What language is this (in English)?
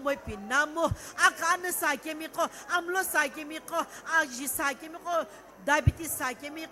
Sumi Naga